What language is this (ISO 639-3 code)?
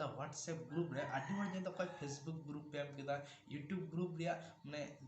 sat